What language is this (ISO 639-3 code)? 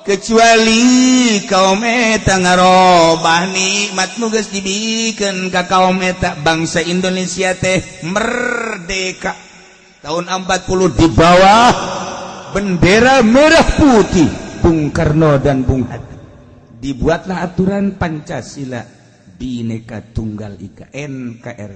sun